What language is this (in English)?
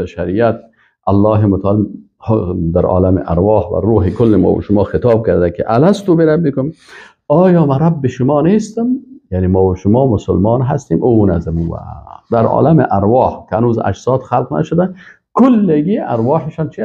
Persian